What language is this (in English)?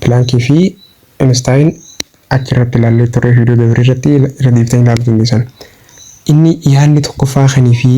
Oromo